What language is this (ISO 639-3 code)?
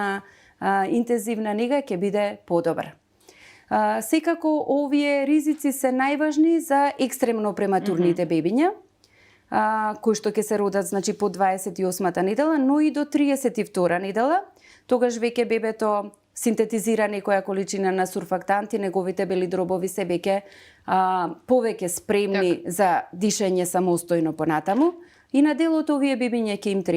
mkd